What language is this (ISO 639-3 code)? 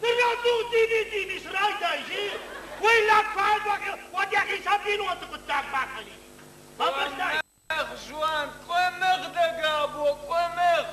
oss